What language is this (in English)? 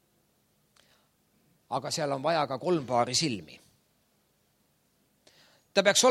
Estonian